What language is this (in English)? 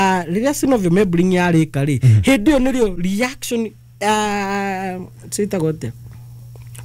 Kikuyu